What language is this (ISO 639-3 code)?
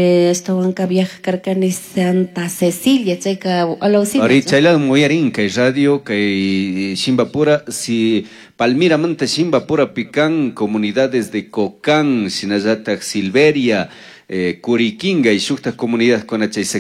qug